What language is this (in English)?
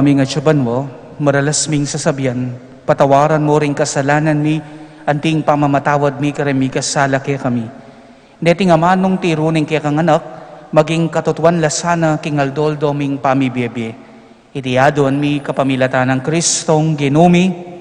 Pampanga